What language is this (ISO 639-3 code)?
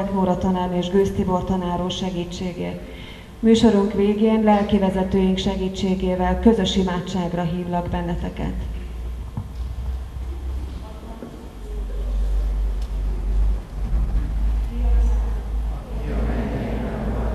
hun